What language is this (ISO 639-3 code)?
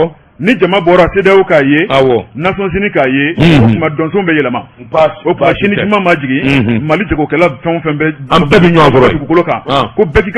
bam